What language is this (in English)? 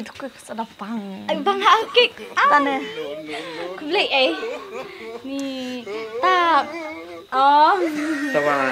Khasi